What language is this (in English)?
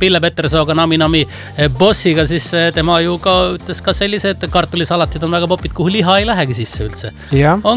Estonian